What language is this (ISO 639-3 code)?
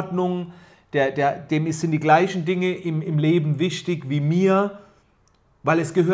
deu